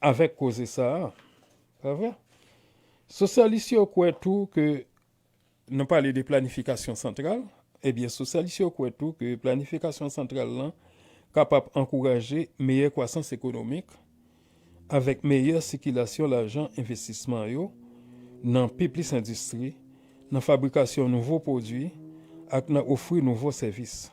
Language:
Haitian Creole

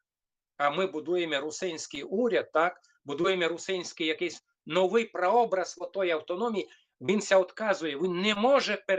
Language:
Rusyn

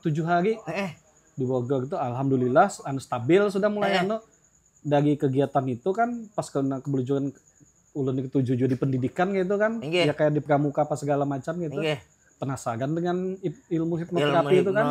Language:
Banjar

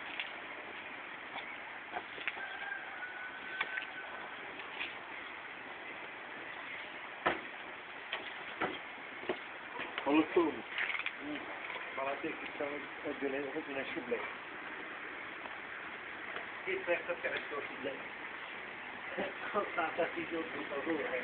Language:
Hungarian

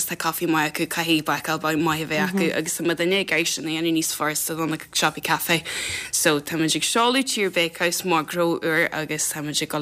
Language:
Irish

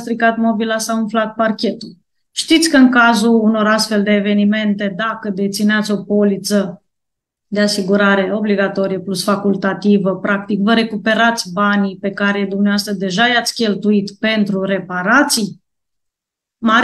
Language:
Romanian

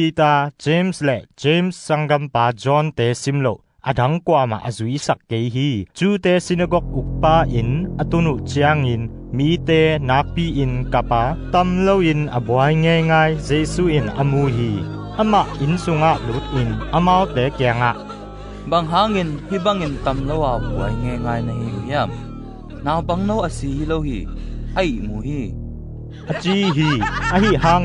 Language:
Tedim Chin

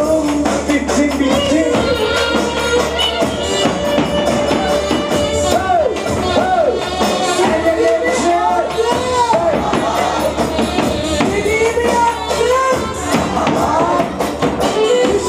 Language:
Turkish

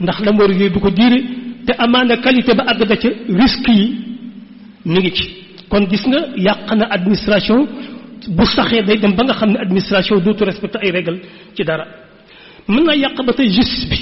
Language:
Wolof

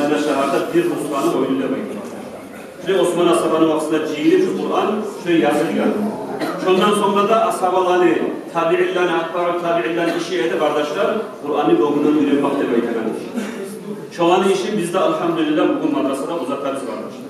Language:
Kumyk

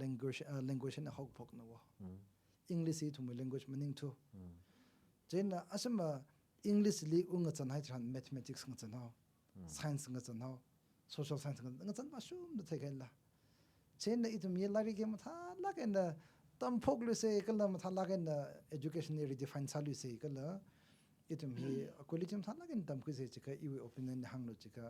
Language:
Tangkhul Naga (India)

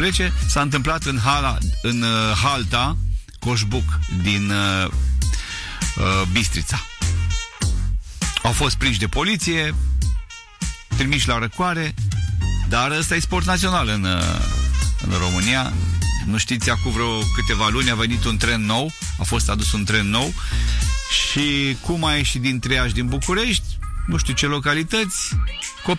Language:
Romanian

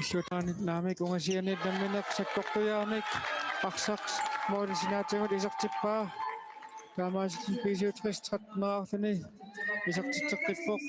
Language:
Kalaallisut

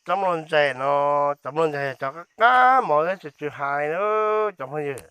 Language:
Hmong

